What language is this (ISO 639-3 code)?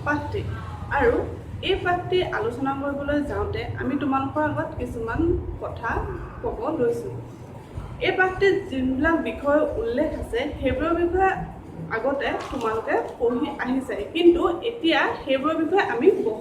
asm